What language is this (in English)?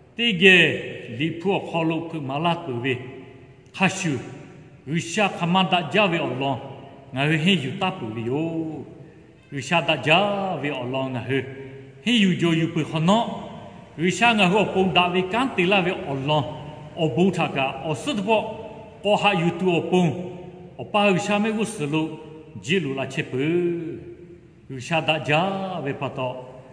Lahu